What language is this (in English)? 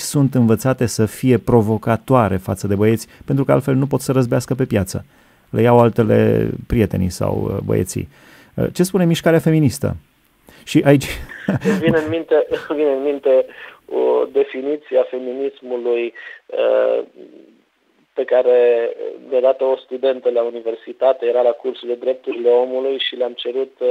Romanian